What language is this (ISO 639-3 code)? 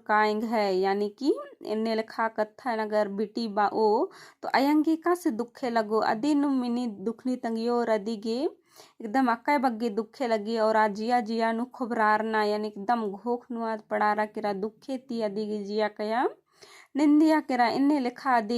kru